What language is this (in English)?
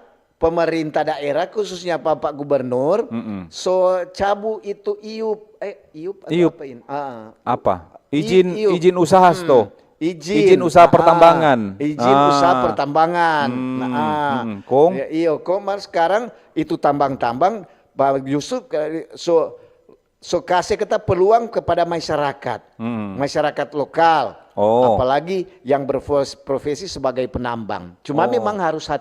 Manado Malay